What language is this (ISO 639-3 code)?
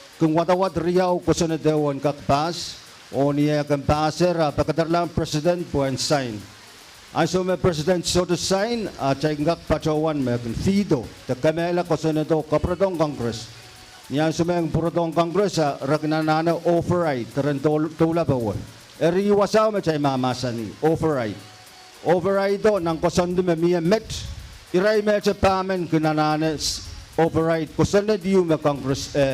pon